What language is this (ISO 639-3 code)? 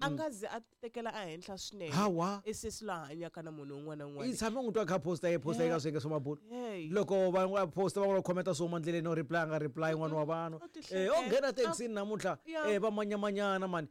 tso